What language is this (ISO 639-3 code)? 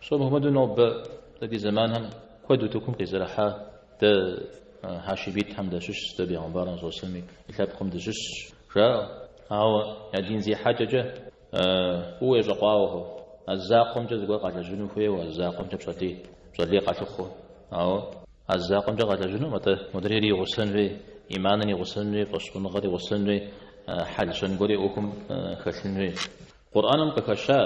kbd